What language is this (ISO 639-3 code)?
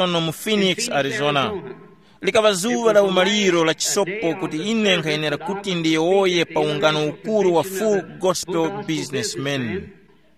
tum